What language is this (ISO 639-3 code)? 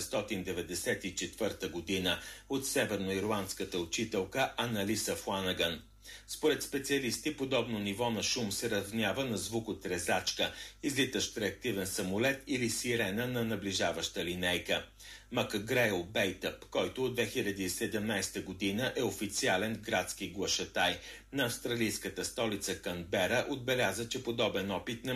bul